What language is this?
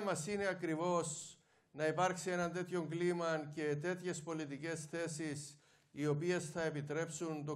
Greek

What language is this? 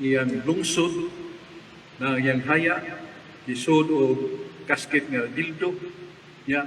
Cebuano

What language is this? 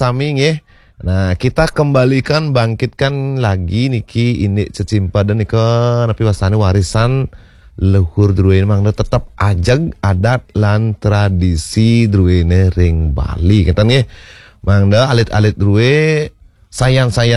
Balinese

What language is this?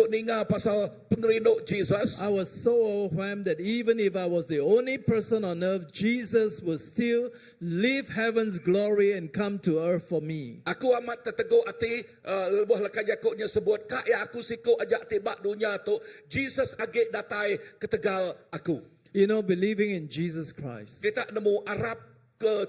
Iban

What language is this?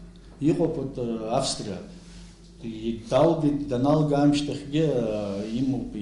Abkhazian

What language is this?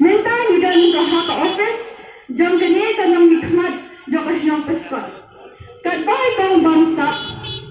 Khasi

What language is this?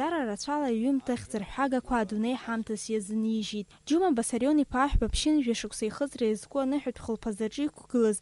Abkhazian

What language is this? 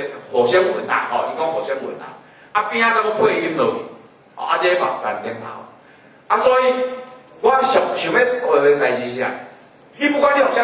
Min Nan Chinese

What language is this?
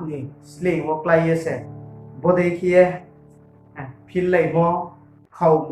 Riang (India)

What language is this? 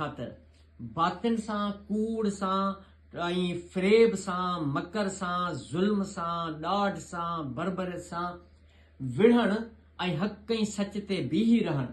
Sindhi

